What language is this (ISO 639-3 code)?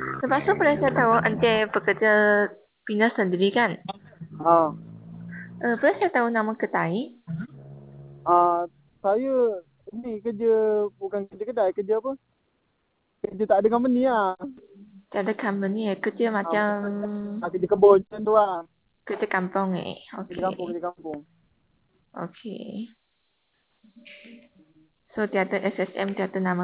msa